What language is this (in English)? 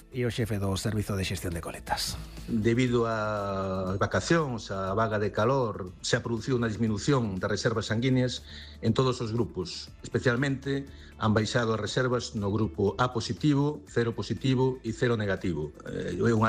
Galician